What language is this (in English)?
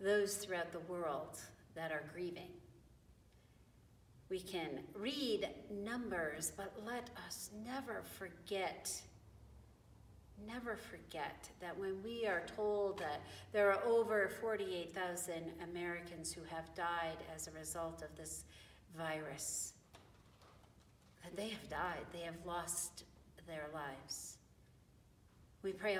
English